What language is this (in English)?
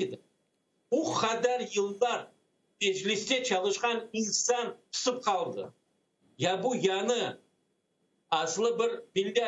Crimean Tatar